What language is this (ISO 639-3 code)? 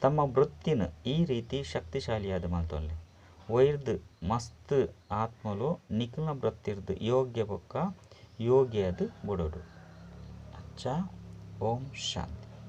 tcy